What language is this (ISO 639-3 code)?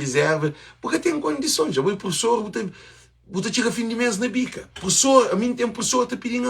kea